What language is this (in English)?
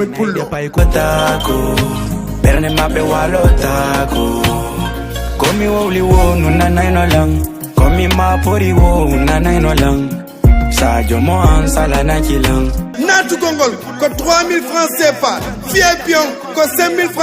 Fula